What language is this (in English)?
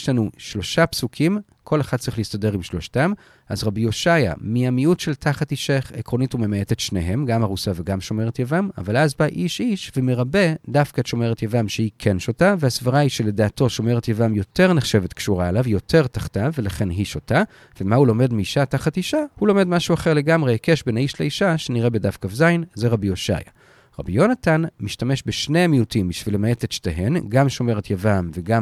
Hebrew